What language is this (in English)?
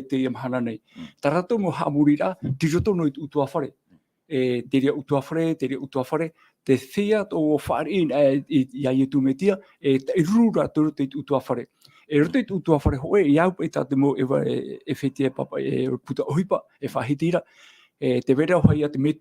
Tahitian